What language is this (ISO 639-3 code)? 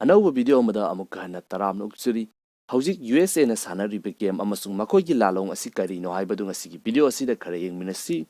mni